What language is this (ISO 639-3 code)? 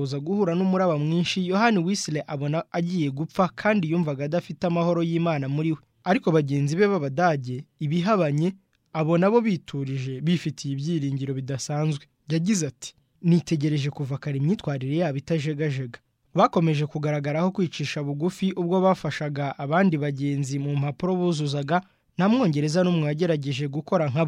kin